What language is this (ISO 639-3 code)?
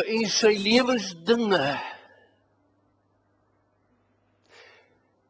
afr